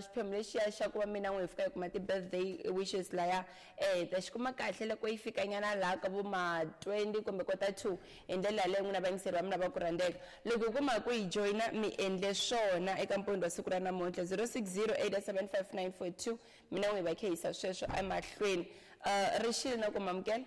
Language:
Tsonga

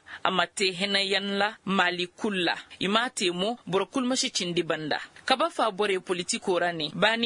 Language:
Koyraboro Senni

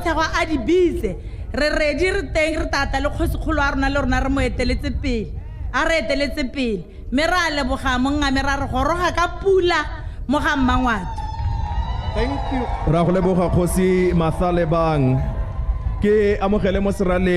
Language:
Tswana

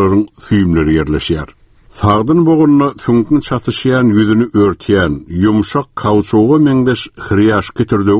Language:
Turkmen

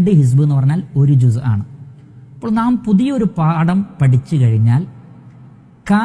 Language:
Malayalam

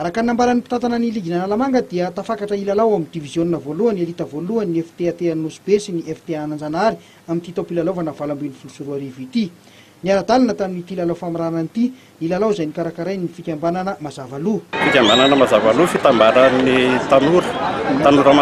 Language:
Malagasy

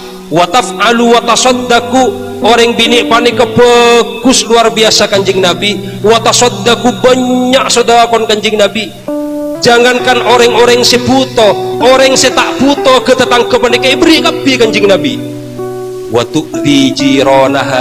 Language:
Madurese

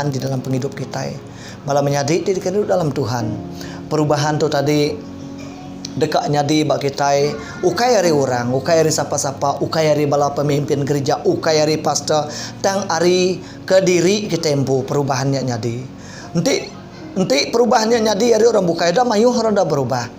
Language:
Iban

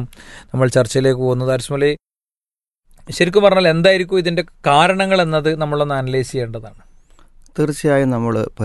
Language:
Malayalam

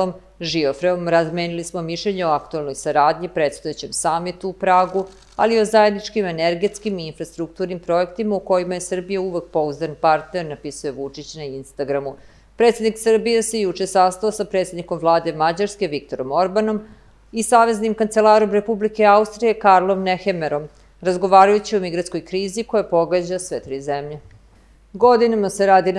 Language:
Serbian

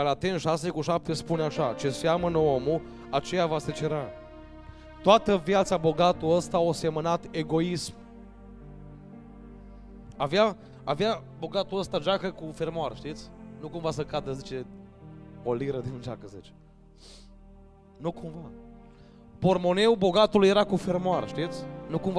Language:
Romanian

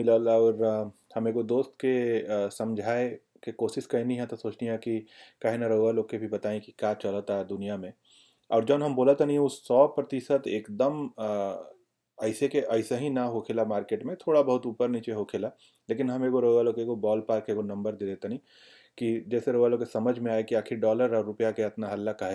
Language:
Bhojpuri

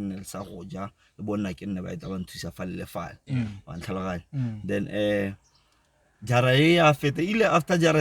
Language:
Tswana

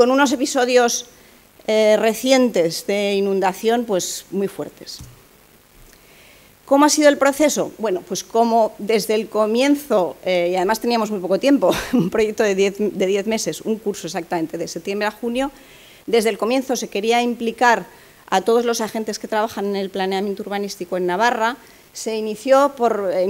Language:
Spanish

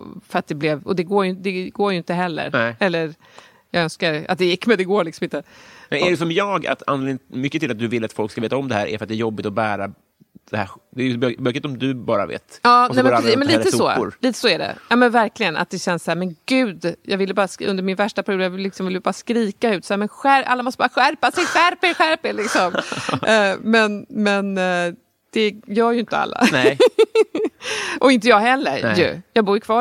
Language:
Swedish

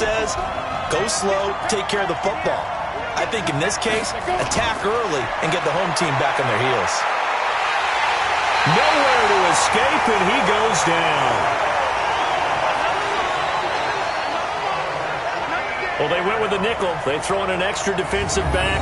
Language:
English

